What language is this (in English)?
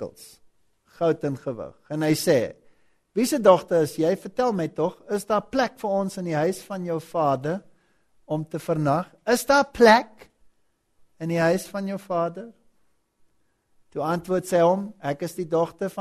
Afrikaans